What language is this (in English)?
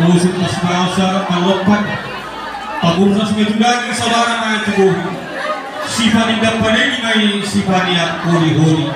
Batak Toba